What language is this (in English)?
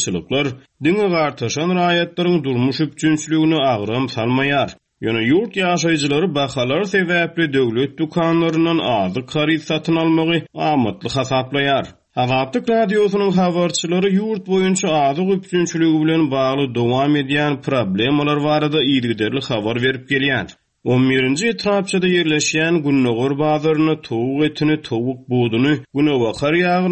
Turkmen